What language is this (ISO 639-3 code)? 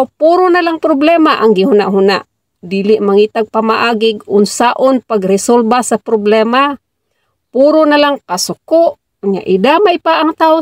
ceb